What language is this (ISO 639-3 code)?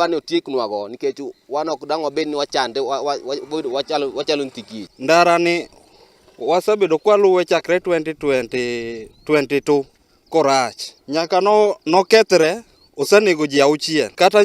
luo